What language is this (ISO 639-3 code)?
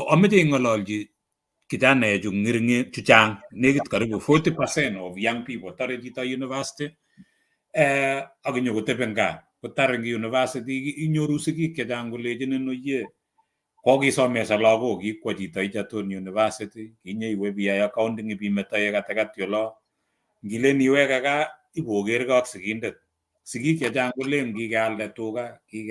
kln